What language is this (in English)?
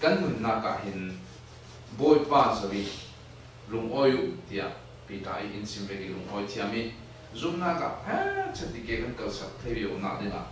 Falam Chin